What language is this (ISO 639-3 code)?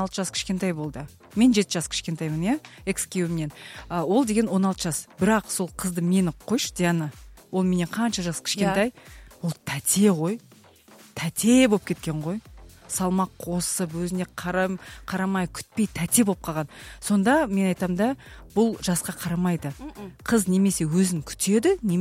kaz